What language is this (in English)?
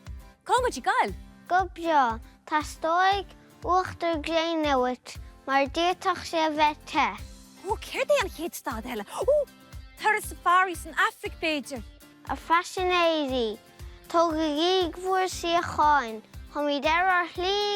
Irish